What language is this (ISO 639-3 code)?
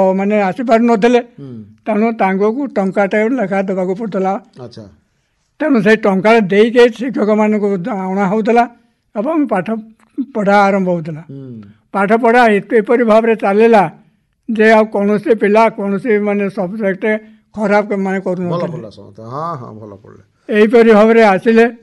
ori